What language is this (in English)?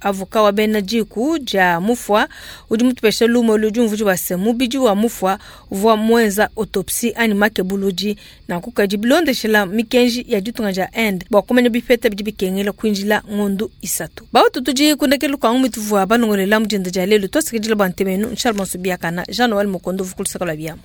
Luba-Lulua